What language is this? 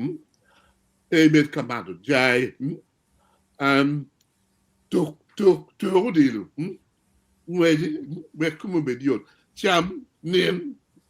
Acoli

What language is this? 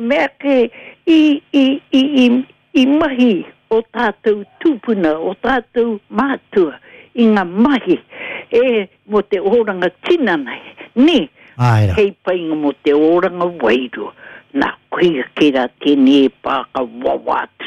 Māori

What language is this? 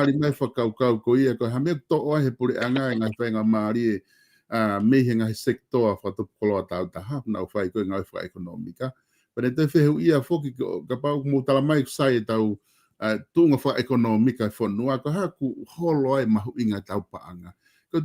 Tongan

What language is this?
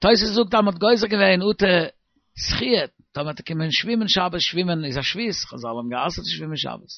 Yiddish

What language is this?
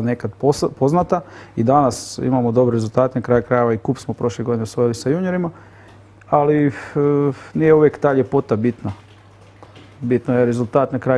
Croatian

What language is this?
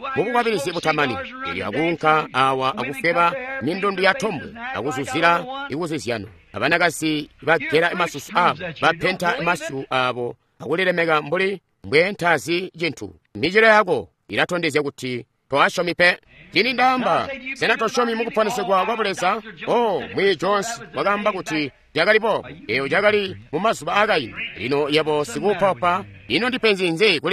Tonga (Zambia)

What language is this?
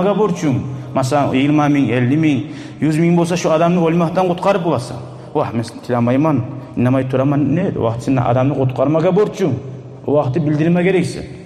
Kumyk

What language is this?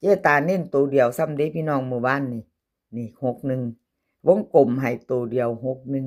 Northeastern Thai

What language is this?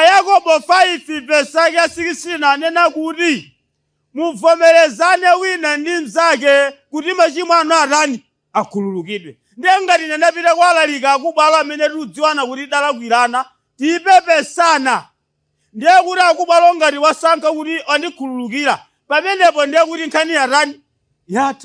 Nyanja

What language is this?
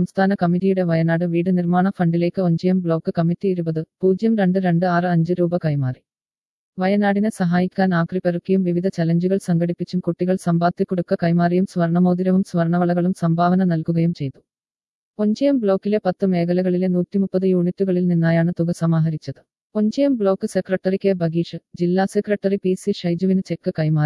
Malayalam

